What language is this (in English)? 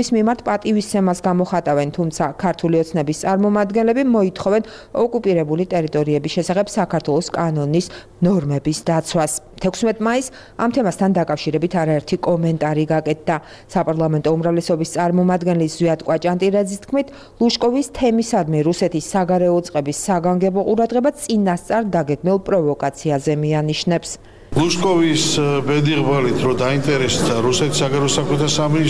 Georgian